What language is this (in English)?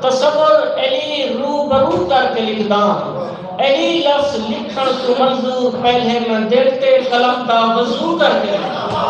Saraiki